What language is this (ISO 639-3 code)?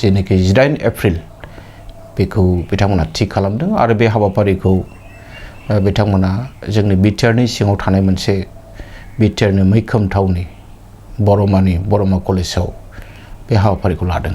brx